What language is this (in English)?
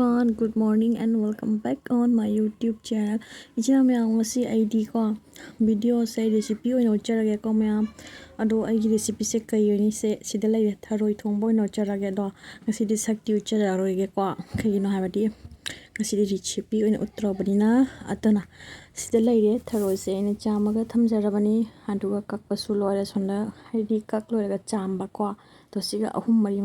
Manipuri